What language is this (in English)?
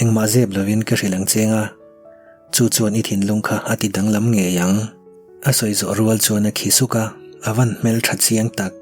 Mizo